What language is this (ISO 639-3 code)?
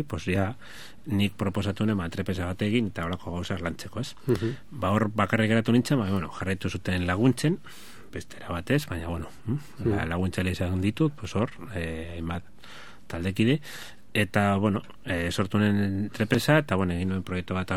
eus